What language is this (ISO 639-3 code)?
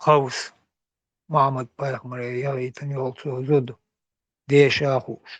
che